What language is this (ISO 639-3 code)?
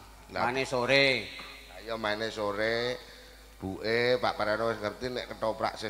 jav